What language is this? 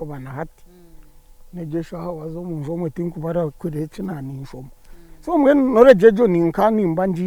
Nyankole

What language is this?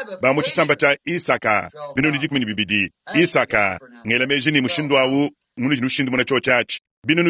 Luba-Lulua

